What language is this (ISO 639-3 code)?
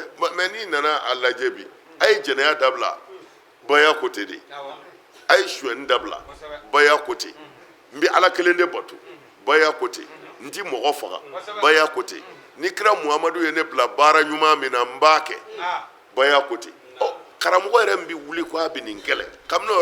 bam